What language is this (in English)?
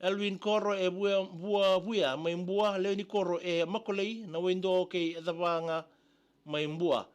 Fijian